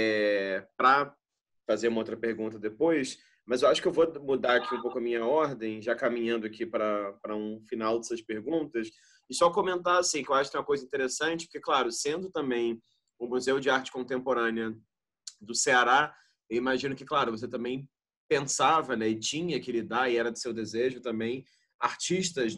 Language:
Portuguese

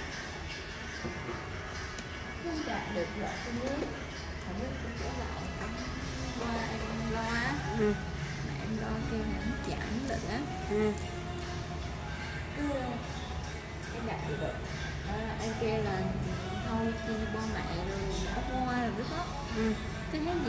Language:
Vietnamese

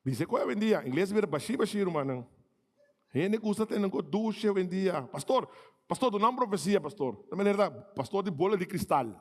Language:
Papiamento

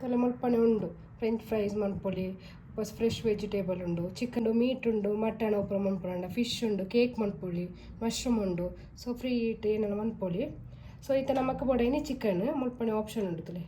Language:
Tulu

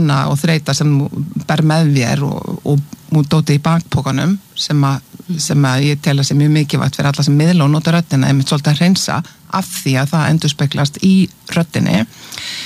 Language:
Icelandic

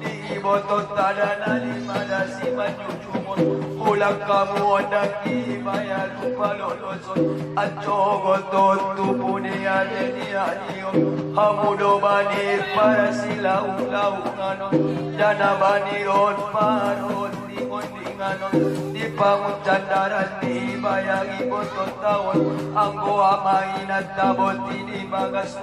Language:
Batak Angkola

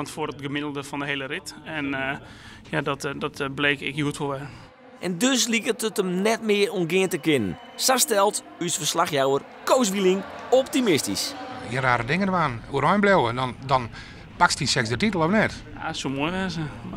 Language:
Western Frisian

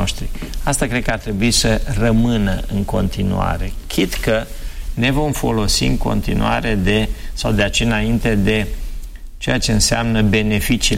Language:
Romanian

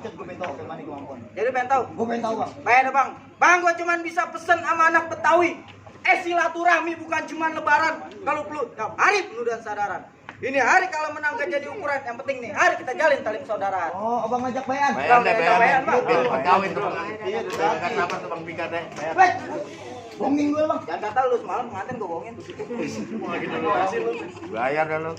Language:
Betawi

